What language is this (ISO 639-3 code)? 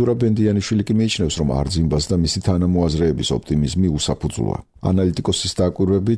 kat